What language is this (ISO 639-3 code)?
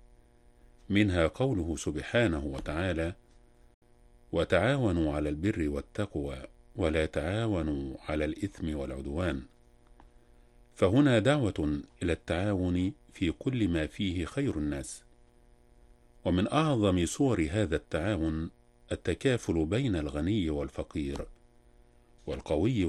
ara